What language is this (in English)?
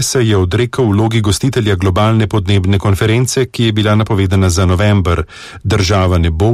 Slovenian